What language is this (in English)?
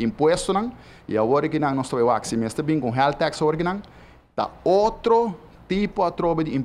Papiamento